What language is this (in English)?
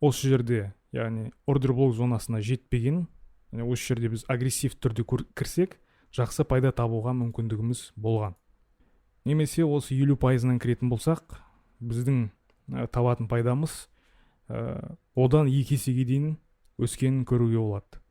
Kazakh